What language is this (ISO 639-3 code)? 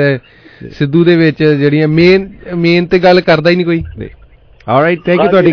pan